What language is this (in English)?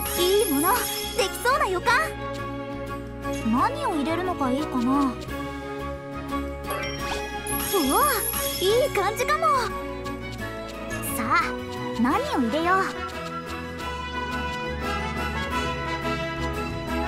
Japanese